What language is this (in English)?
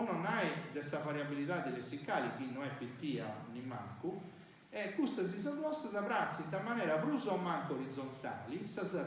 Sardinian